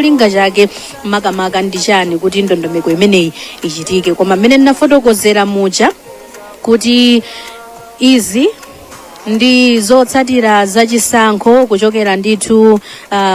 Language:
Nyanja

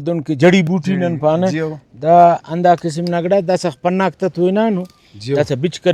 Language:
Brahui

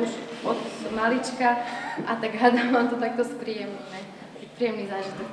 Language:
Slovak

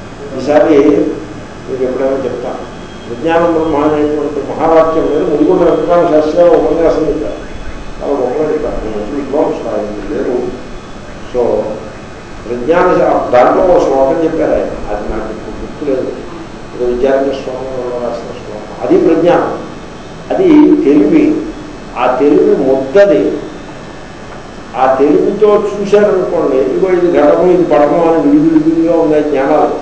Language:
Telugu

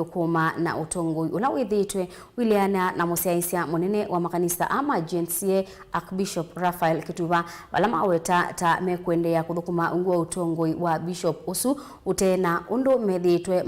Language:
Kamba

